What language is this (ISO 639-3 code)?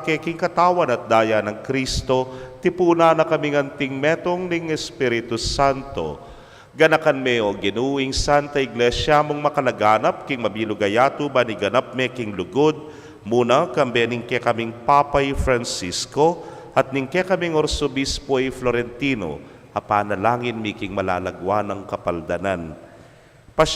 pam